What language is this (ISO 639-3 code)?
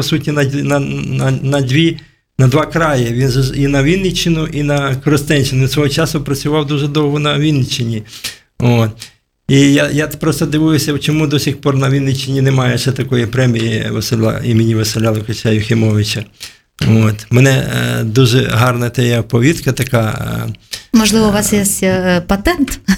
ukr